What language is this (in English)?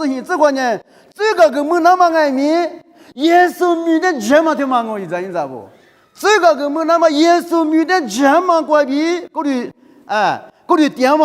Lisu